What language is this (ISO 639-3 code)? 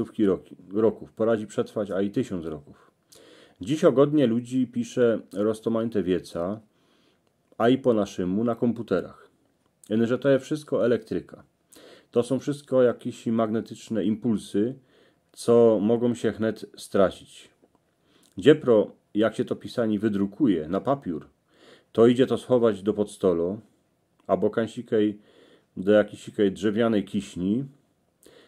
szl